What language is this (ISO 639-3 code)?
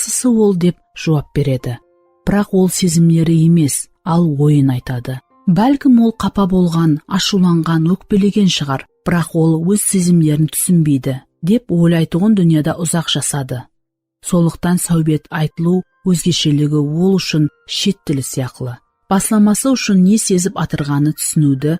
kaa